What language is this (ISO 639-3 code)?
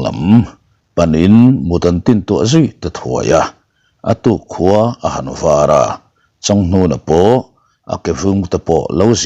lus